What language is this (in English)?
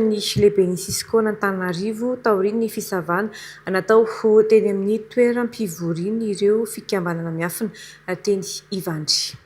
Malagasy